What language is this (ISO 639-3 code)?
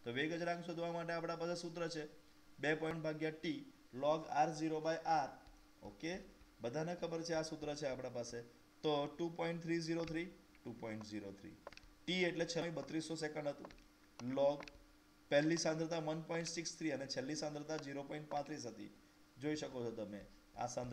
guj